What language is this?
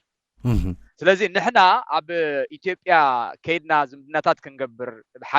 Tigrinya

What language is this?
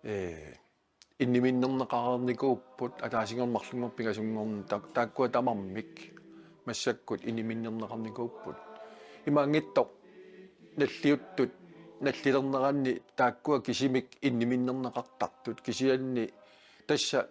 Kalaallisut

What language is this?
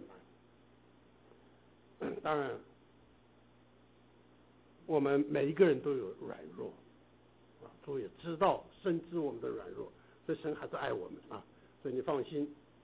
Chinese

